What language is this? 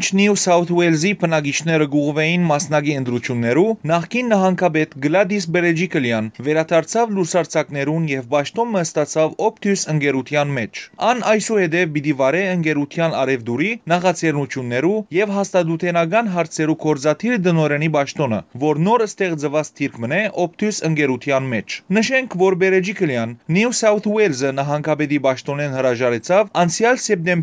Western Armenian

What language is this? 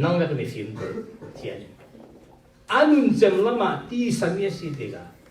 Falam Chin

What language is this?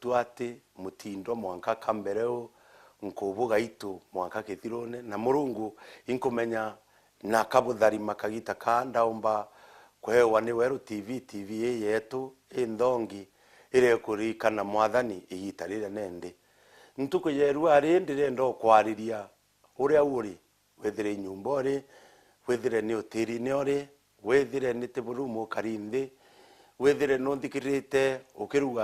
Meru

